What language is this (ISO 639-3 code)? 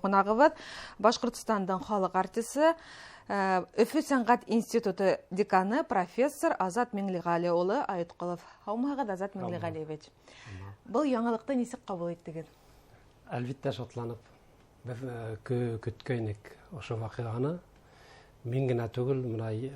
bak